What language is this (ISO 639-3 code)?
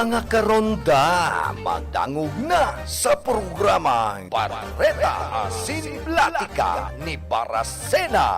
bik